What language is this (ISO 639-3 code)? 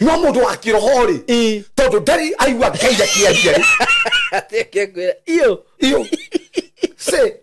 kik